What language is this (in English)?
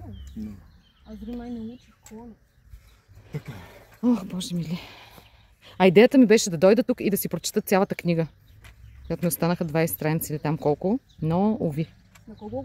Bulgarian